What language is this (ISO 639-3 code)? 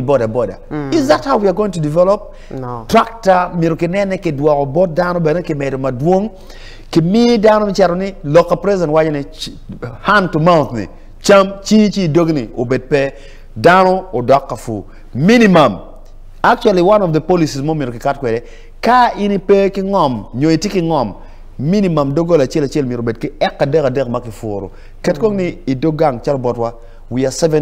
ach